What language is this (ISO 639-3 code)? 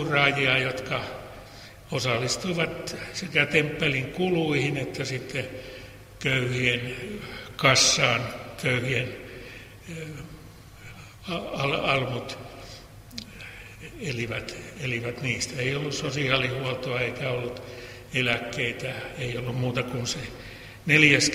fin